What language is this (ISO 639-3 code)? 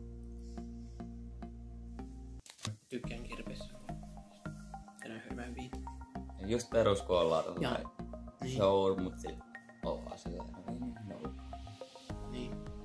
fin